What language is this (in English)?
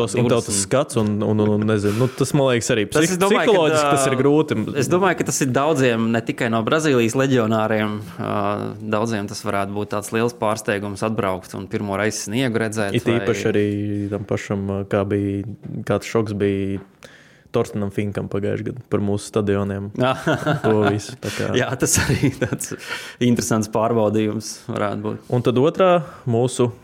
Latvian